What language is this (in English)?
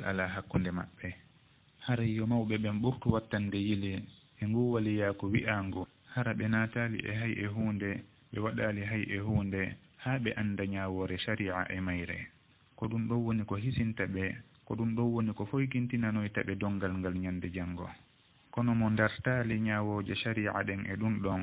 Fula